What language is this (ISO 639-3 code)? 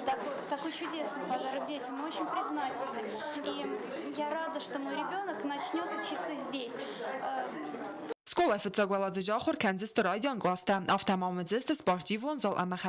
oss